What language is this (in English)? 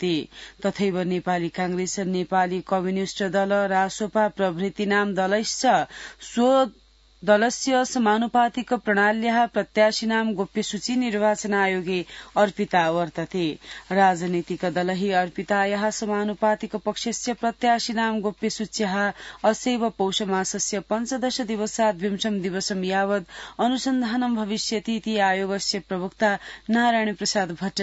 Sanskrit